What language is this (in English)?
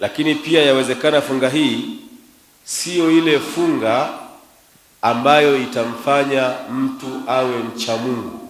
Swahili